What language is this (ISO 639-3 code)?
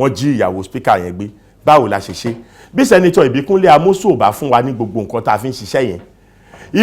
yor